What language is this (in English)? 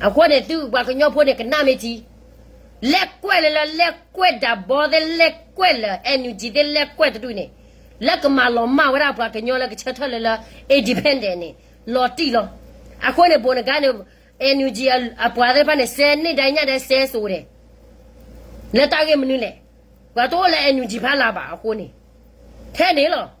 S'gaw Karen